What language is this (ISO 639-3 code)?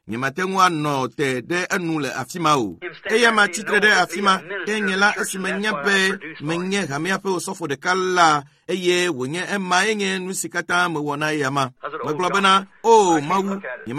ewe